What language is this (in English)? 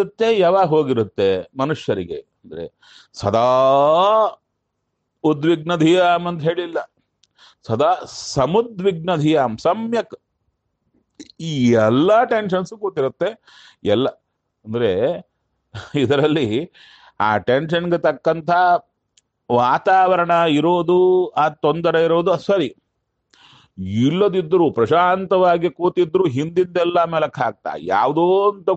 Kannada